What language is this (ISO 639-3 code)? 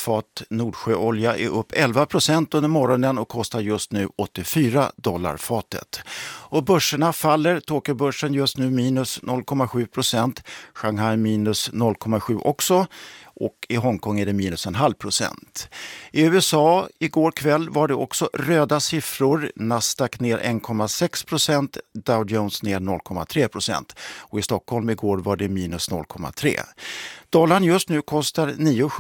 swe